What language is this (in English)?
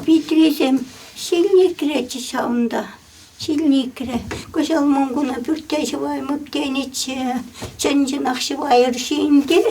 Chuvash